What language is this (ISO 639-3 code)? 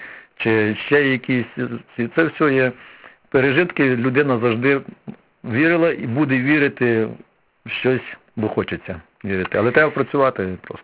ukr